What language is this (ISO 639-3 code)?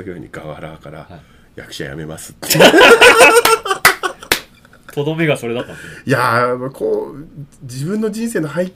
jpn